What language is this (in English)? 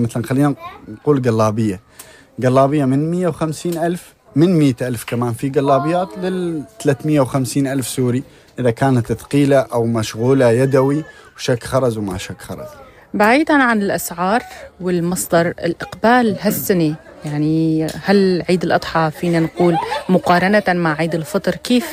North Levantine Arabic